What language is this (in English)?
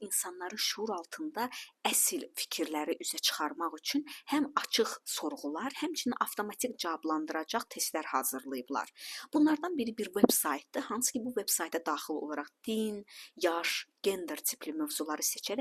Azerbaijani